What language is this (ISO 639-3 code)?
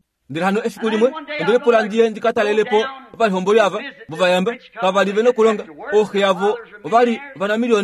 kua